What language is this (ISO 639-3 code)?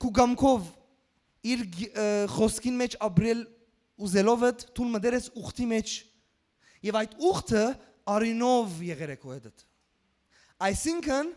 hyw